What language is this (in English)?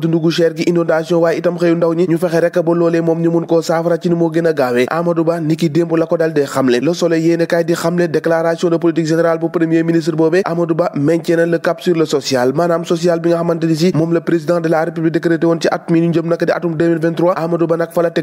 Wolof